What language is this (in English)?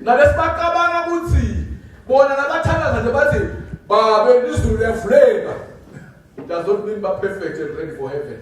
Swati